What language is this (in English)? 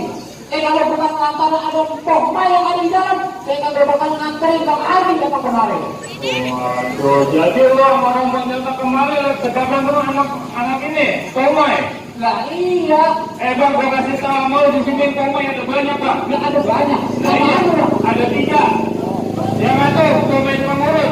Betawi